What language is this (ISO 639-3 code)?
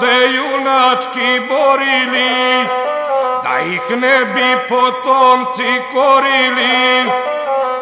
srp